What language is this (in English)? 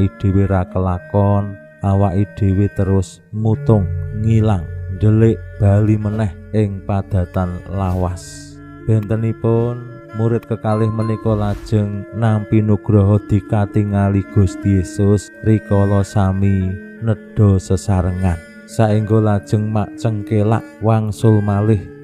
Javanese